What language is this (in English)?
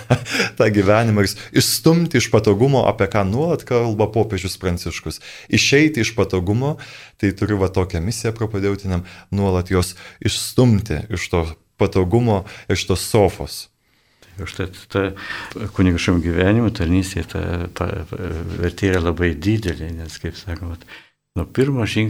Lithuanian